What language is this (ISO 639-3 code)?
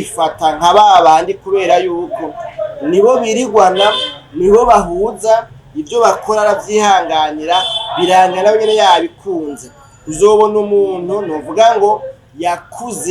run